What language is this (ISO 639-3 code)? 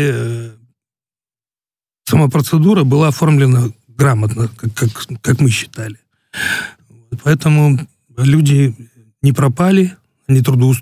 rus